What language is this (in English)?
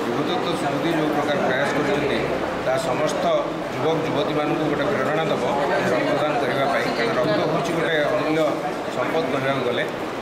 Odia